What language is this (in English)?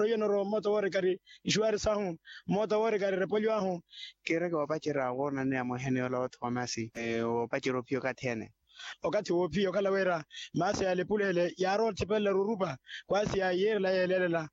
Makhuwa